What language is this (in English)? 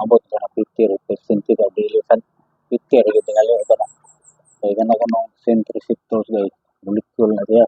Cebuano